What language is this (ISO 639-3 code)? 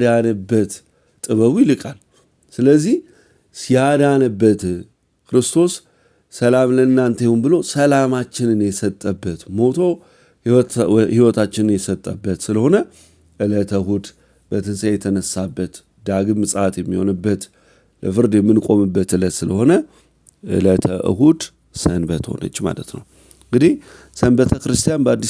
amh